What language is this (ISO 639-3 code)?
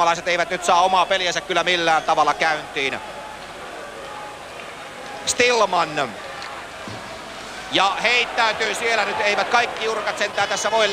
fin